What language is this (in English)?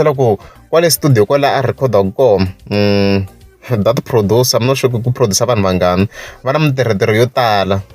Tsonga